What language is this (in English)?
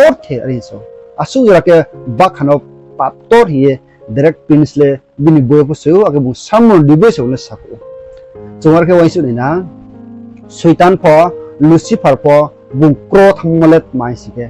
Riang (India)